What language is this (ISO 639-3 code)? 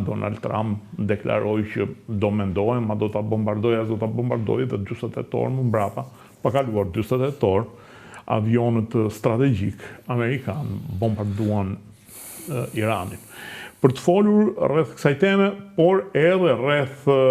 sqi